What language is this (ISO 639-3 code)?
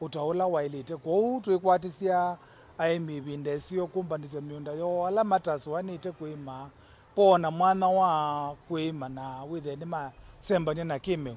kam